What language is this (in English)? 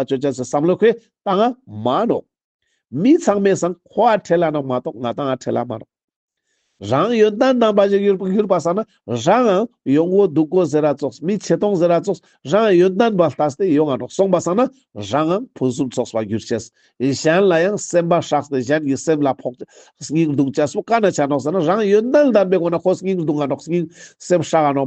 Ladakhi